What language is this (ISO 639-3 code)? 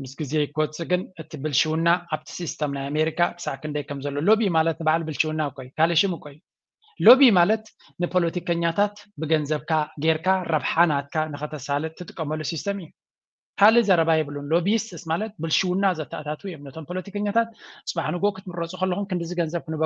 tir